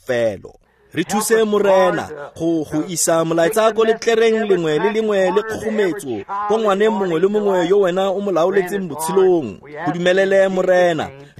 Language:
Tswana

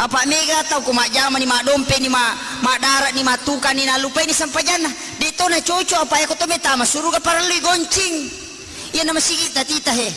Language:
Buginese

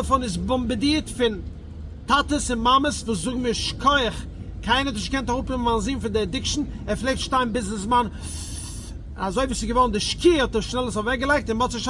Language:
Yiddish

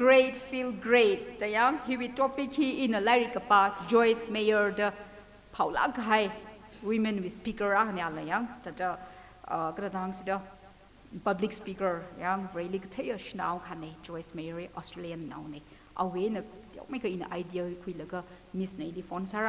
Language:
Tangkhul Naga (India)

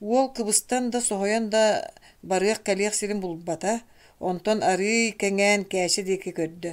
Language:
Yakut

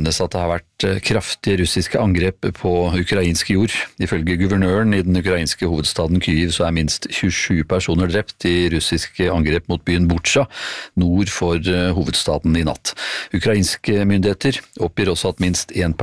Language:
Norwegian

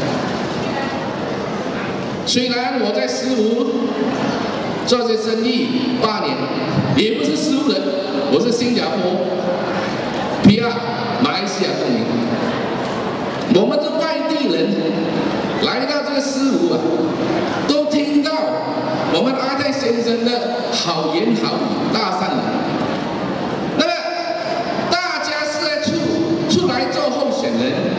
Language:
Chinese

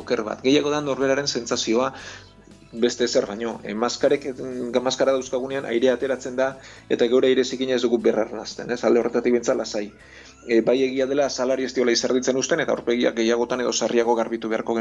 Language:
Basque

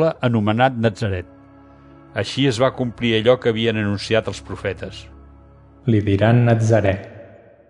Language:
Catalan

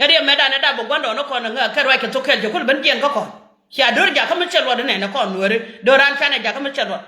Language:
Nuer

